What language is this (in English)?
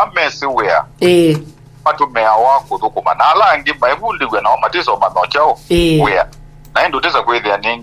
Kamba